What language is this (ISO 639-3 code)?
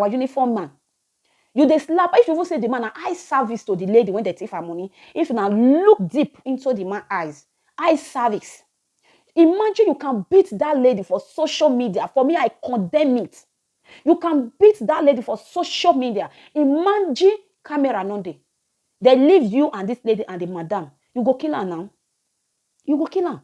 pcm